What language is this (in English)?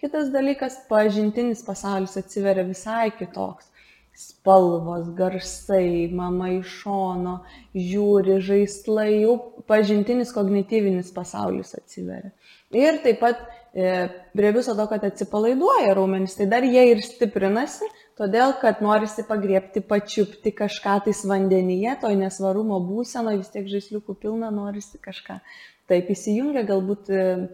Lithuanian